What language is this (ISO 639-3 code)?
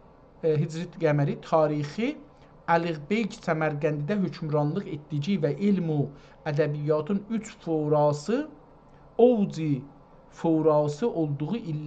azb